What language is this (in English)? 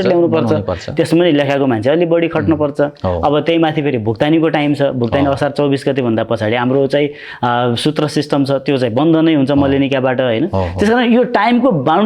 Nepali